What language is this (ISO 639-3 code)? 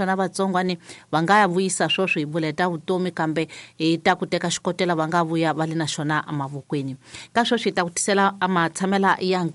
tso